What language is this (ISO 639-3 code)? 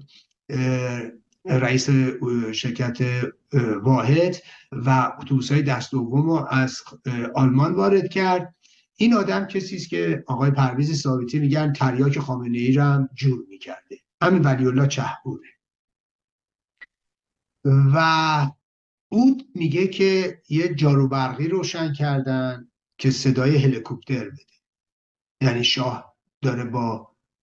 fas